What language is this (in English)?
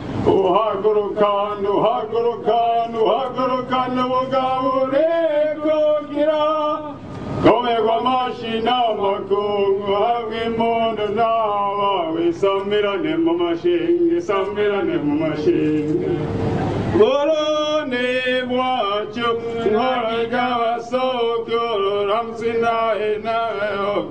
Rundi